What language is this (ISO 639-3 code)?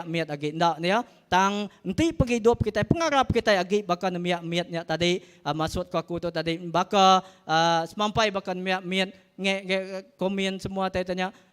iba